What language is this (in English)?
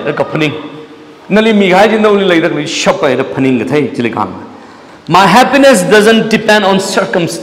Tangkhul Naga (India)